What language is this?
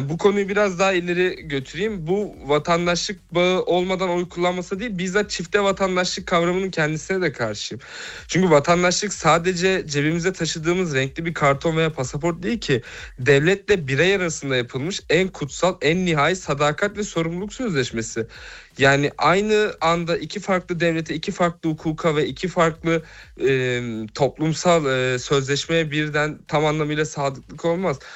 Turkish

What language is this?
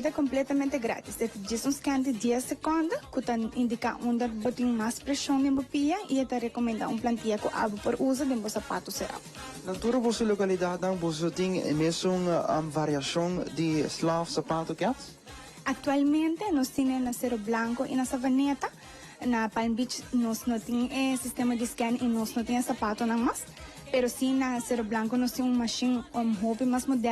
Papiamento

